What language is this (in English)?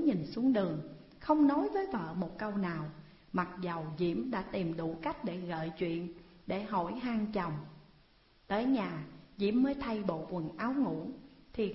Vietnamese